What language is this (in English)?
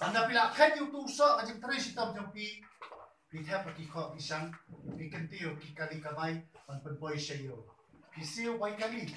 Khasi